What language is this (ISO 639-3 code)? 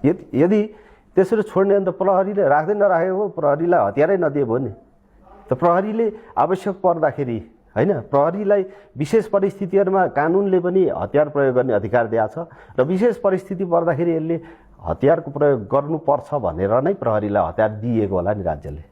nep